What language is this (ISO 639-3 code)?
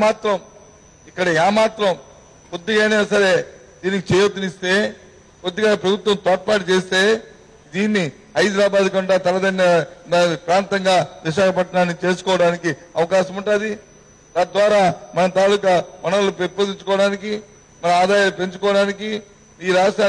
tel